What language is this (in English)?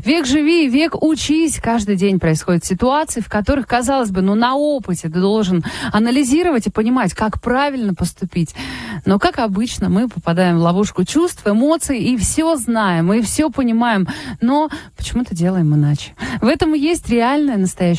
Russian